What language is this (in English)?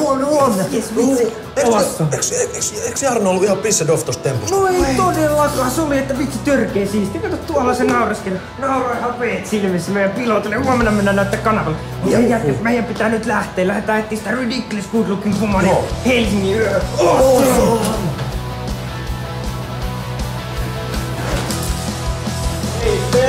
Finnish